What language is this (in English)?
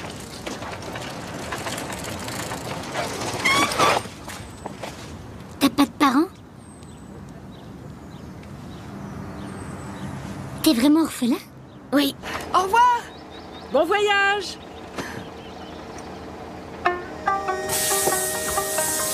French